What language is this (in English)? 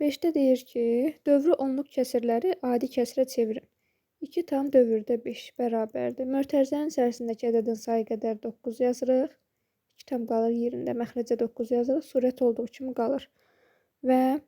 Azerbaijani